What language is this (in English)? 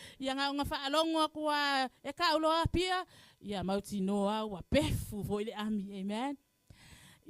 Samoan